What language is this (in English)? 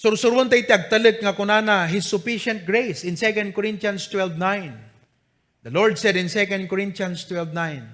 Iloko